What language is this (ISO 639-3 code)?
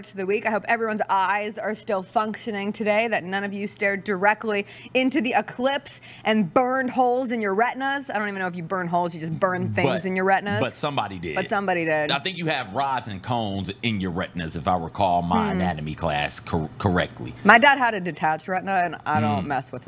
eng